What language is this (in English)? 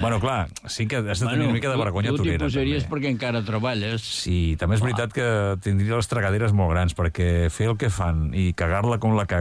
Catalan